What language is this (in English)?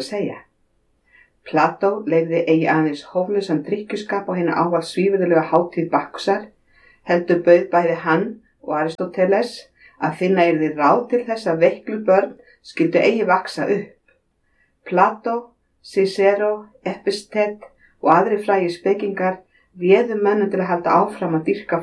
Icelandic